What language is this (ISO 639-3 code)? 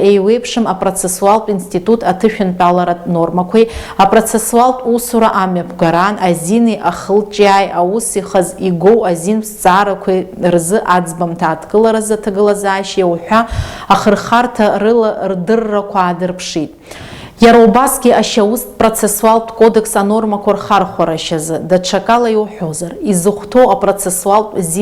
abk